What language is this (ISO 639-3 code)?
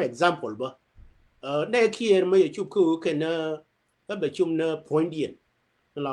nus